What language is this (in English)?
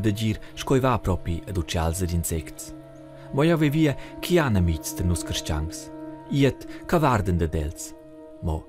Romansh